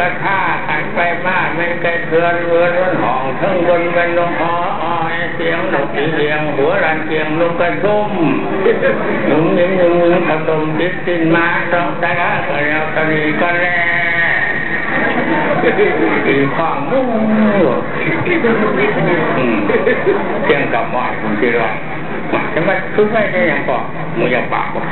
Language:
Thai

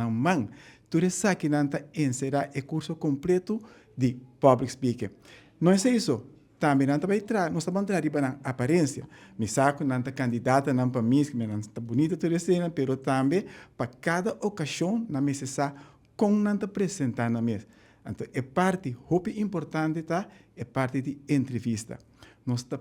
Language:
Papiamento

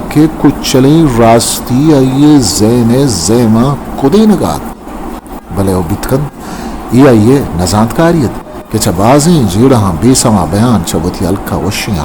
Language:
Eastern Balochi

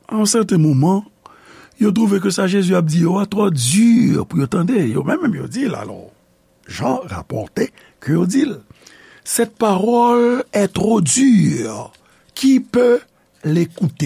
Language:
Haitian Creole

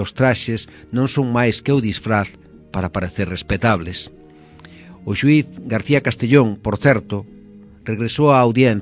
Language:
Galician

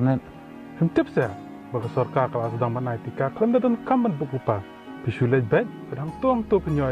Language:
Khasi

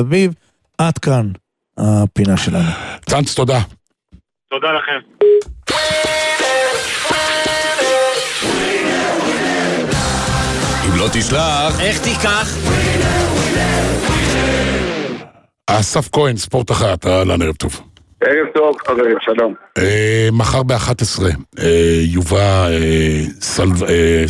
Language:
Hebrew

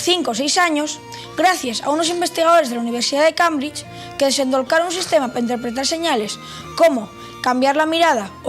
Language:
Asturian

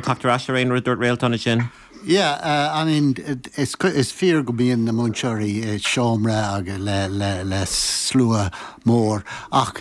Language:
Irish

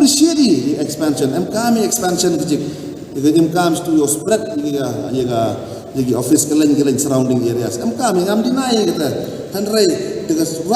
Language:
Khasi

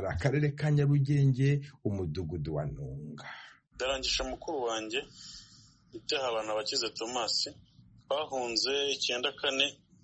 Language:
Kinyarwanda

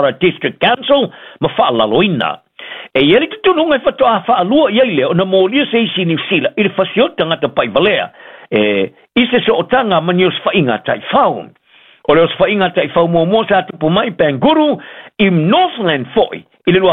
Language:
Samoan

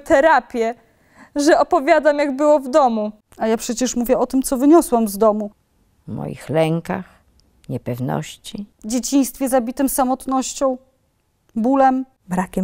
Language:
Polish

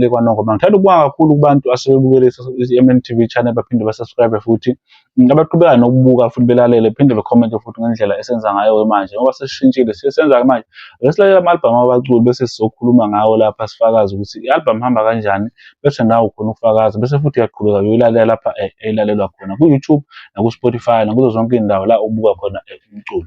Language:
Zulu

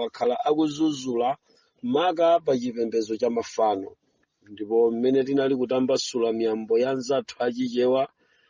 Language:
Nyanja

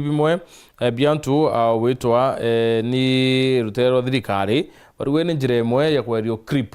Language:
Meru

